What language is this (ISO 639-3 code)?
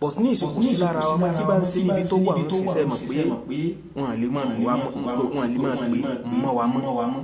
yor